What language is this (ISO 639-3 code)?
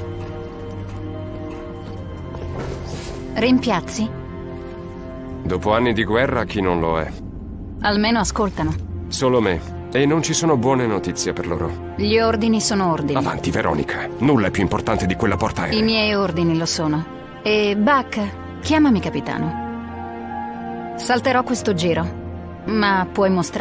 ita